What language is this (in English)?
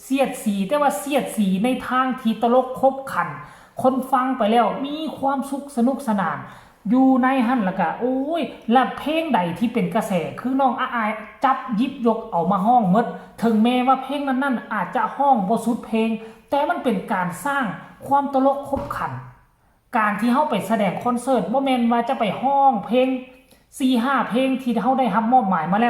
Northeastern Thai